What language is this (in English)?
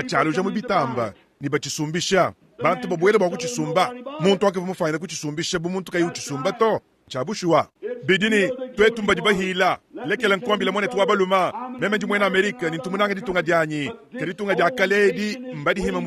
Luba-Lulua